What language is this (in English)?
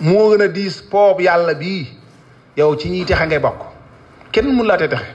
Wolof